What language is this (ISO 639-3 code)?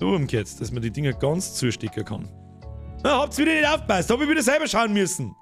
bar